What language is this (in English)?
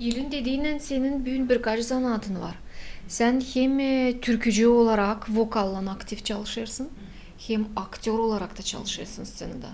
Gagauz